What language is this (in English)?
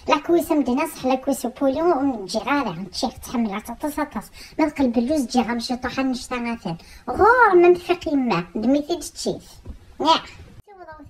Kabyle